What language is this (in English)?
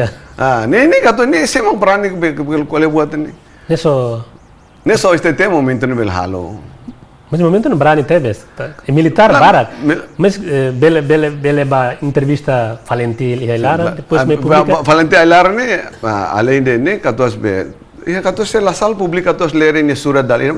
Tetum